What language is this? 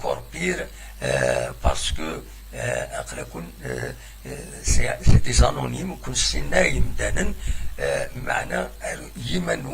Kabyle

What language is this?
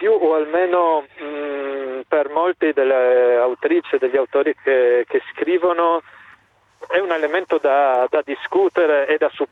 Italian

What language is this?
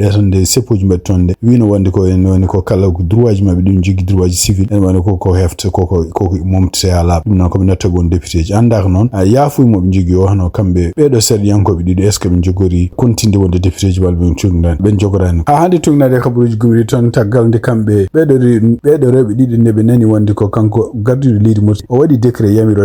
Fula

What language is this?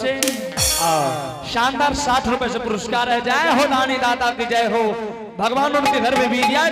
Angika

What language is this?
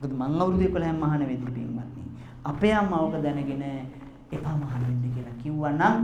Sinhala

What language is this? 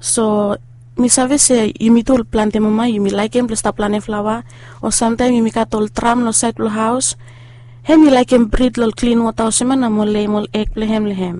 Bislama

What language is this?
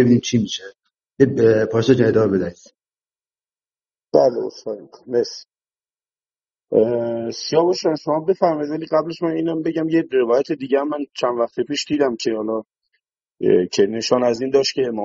Persian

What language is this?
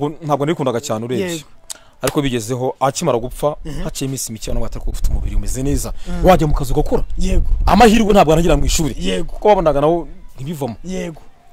Kinyarwanda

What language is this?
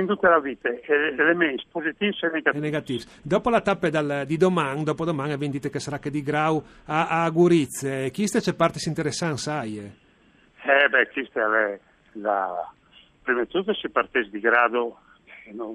Friulian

